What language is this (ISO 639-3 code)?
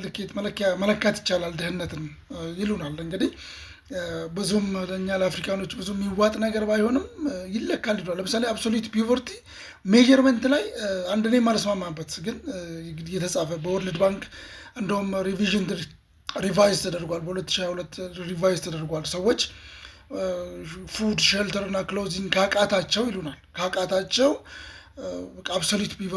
amh